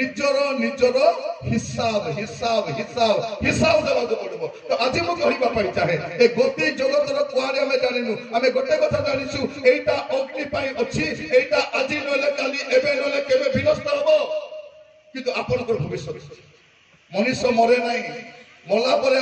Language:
Odia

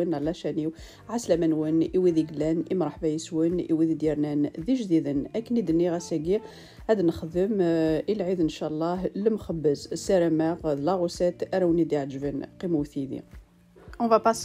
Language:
Kabyle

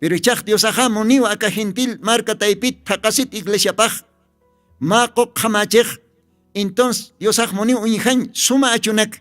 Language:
Aymara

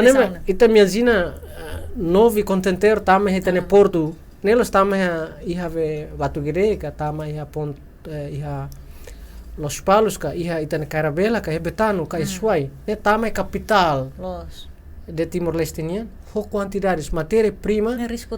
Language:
Tetum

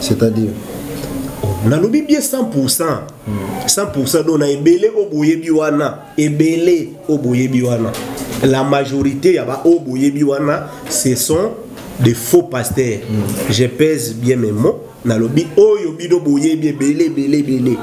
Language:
Lingala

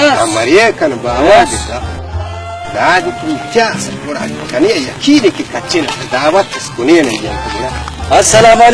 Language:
Brahui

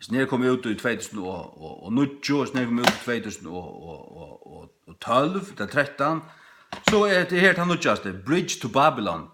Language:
Faroese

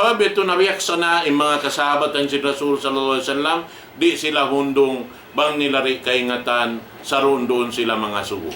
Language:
Tausug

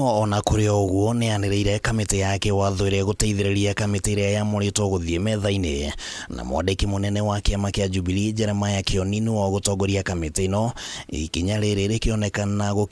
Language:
Kikuyu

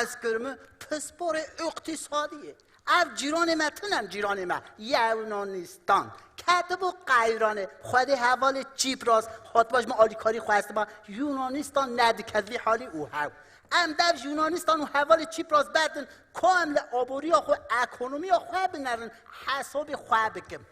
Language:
Kurdish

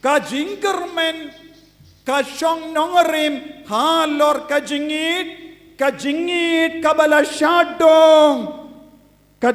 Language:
Khasi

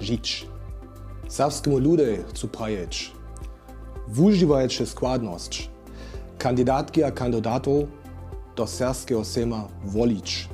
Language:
Upper Sorbian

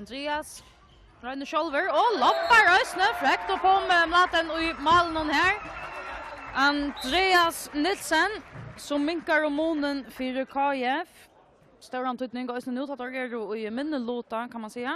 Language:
Faroese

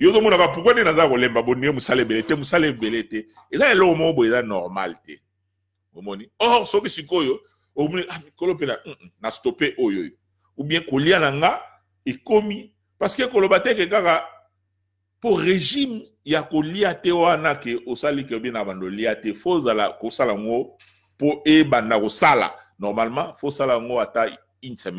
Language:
Lingala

